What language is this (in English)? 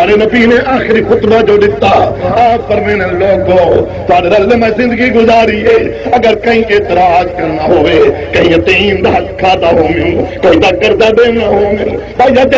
Saraiki